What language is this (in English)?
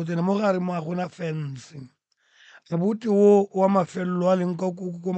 Northern Sotho